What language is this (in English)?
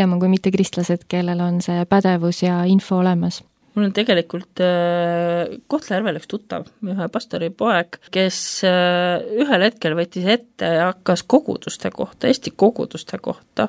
Estonian